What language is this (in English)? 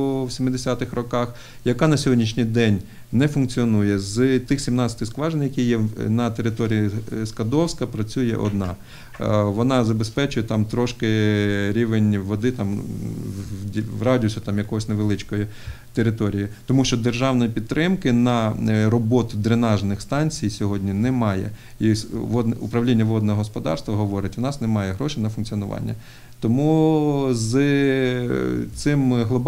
Ukrainian